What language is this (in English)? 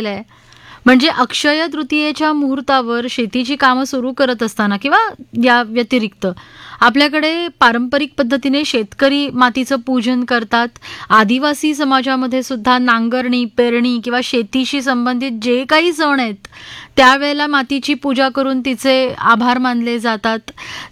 Marathi